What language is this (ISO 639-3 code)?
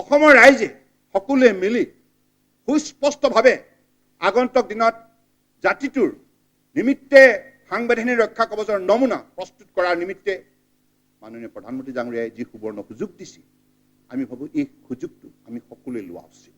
asm